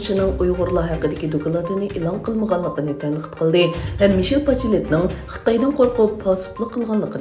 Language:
Uyghur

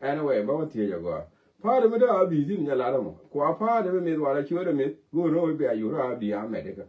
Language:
Nuer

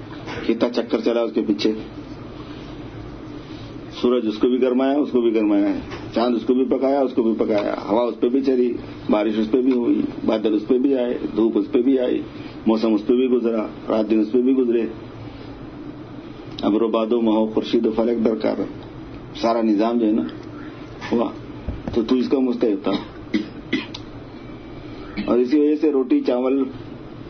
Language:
Urdu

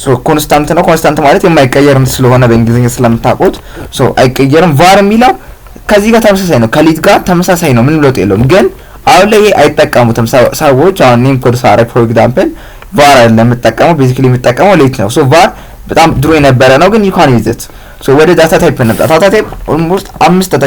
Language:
Amharic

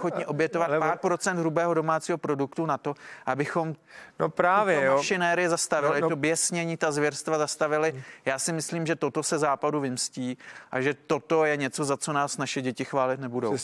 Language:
Czech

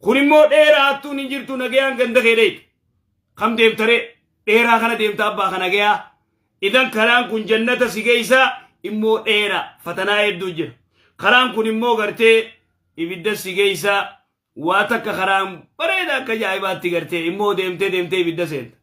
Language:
Oromo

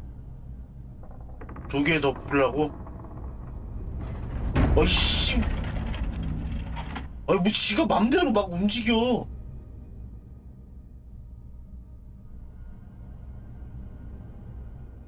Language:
Korean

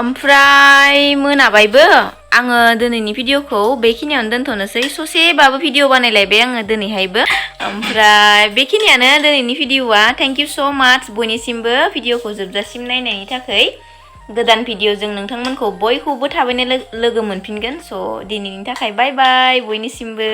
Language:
Bodo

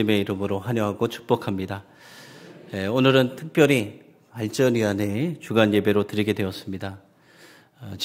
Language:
Korean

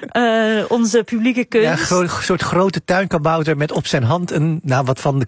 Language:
Dutch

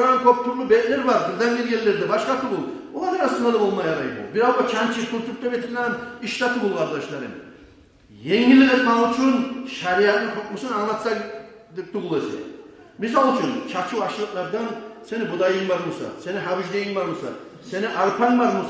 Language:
Kumyk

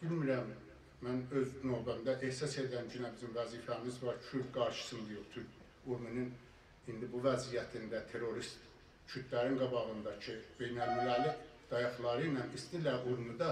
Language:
South Azerbaijani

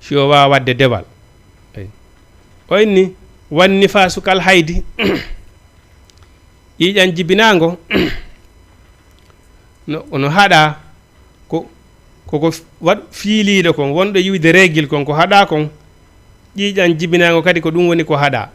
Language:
Fula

